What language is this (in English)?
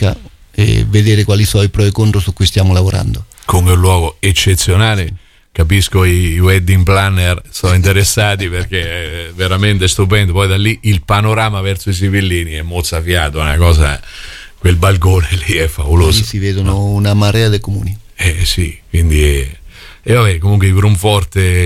Italian